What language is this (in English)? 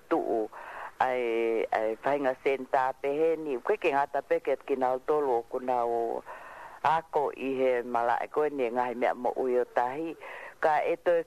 Tongan